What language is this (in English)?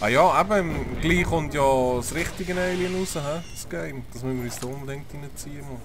Swiss German